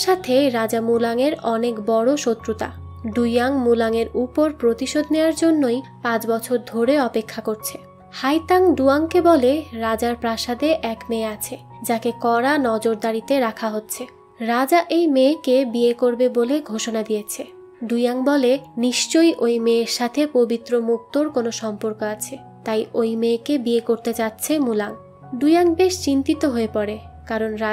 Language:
Bangla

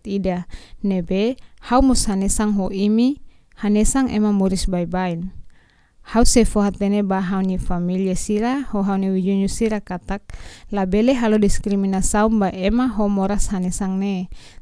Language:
Tetum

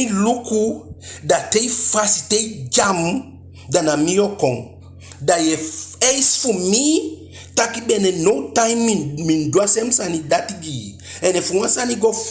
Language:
Eastern Maroon Creole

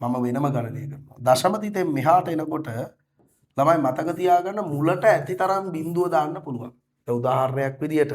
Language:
Sinhala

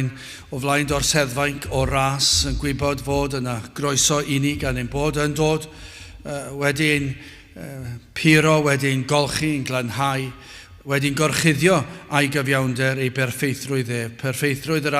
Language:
Welsh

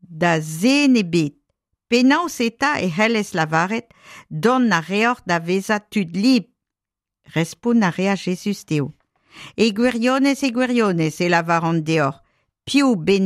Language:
Breton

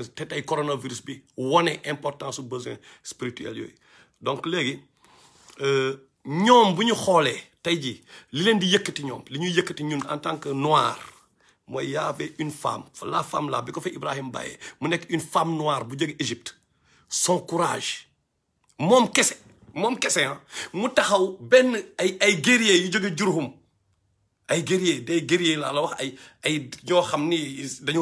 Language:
Wolof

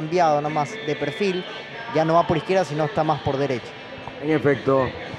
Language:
Spanish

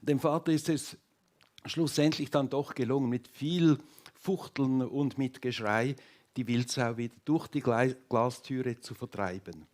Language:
Swiss German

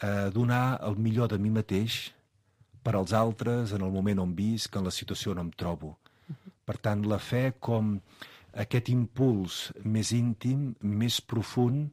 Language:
Catalan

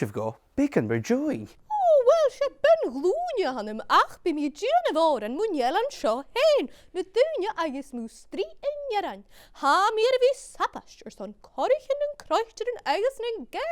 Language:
Scottish Gaelic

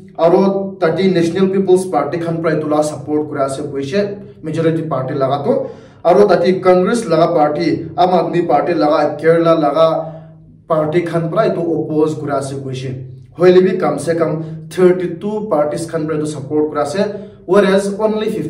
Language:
Naga Pidgin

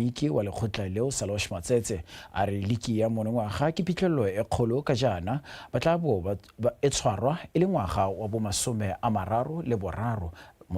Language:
Tswana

